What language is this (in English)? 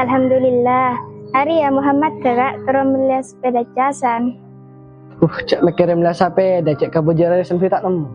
Madurese